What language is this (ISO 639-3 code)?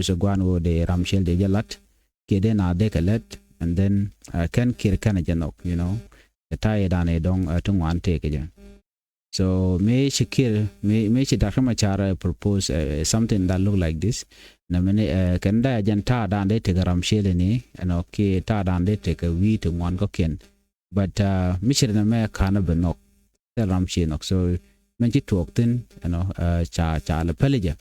nus